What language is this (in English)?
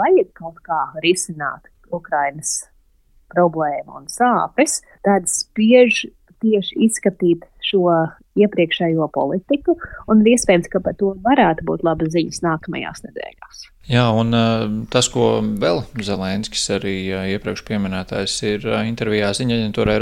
Latvian